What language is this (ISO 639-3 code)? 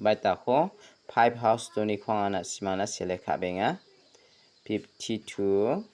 grt